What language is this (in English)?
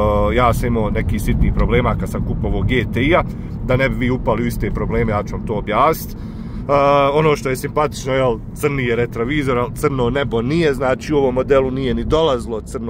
Bosnian